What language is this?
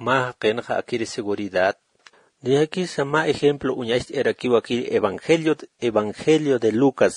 Aymara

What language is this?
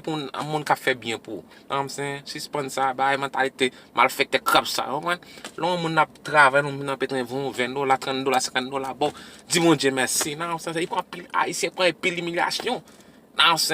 Haitian Creole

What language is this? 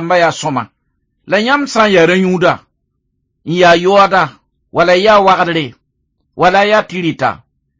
Mossi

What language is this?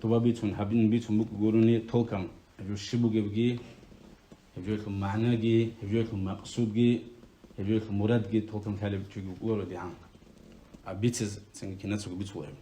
Avaric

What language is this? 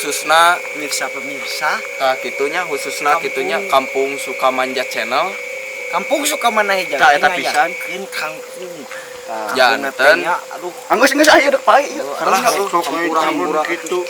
Sundanese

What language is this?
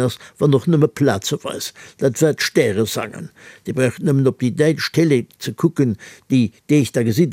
Luxembourgish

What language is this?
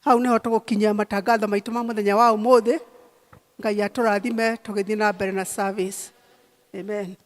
Kikuyu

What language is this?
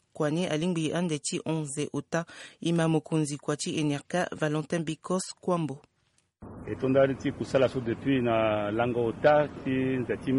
Sango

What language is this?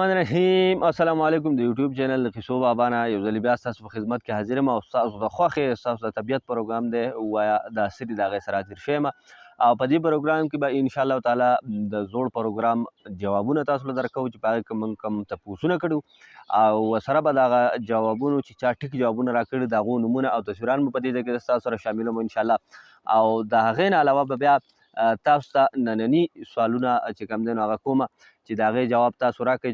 Pashto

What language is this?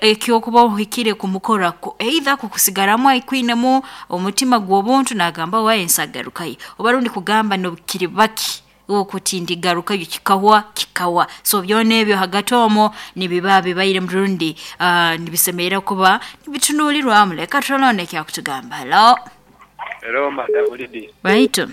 Nyankole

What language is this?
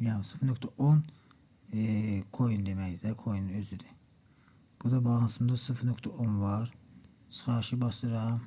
Azerbaijani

